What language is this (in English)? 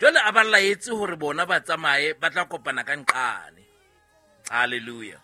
Southern Sotho